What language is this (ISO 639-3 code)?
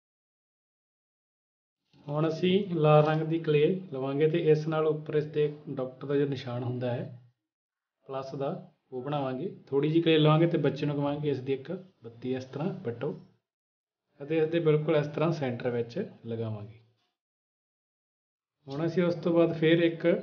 pan